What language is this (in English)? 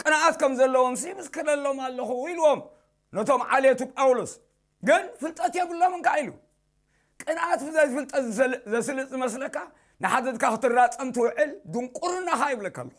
Tigrinya